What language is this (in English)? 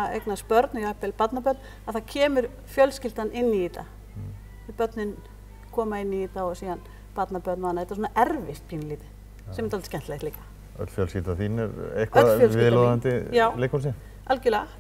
Icelandic